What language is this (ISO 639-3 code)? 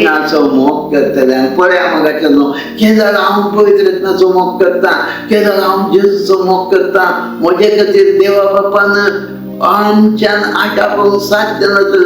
kok